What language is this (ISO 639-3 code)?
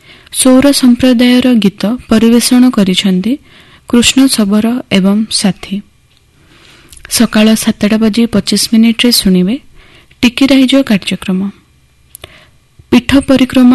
ori